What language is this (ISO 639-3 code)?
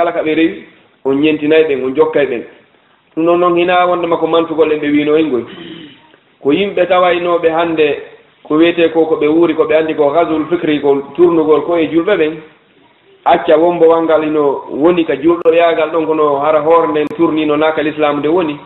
ful